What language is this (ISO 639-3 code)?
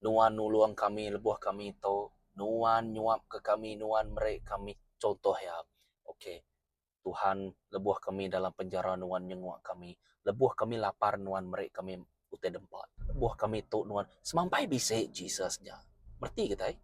iba